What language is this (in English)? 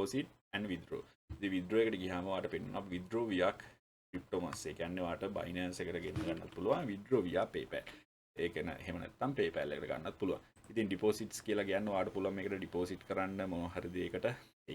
Sinhala